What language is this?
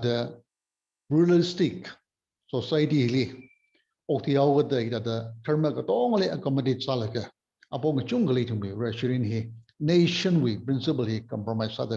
Tangkhul Naga (India)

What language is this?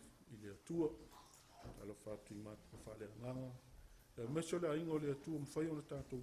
Samoan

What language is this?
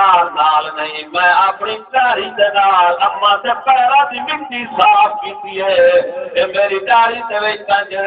Saraiki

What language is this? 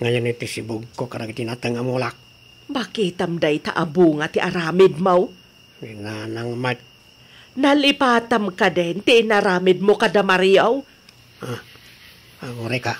Iloko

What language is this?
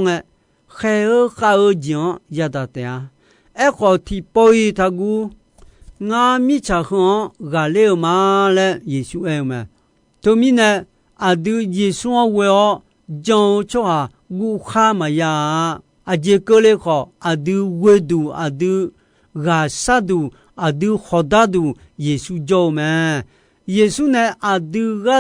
Akha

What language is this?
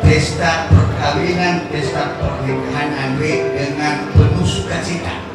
Nias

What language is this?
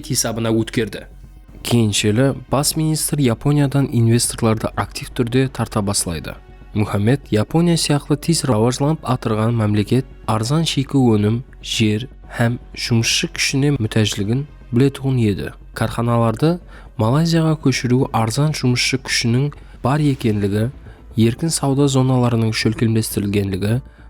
Kara-Kalpak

